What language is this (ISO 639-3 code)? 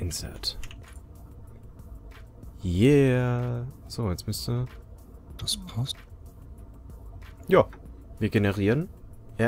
deu